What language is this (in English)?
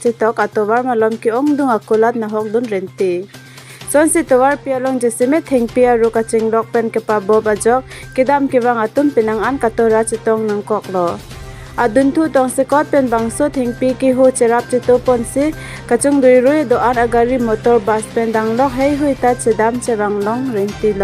Karbi